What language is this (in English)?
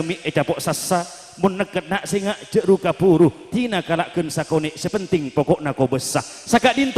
Madurese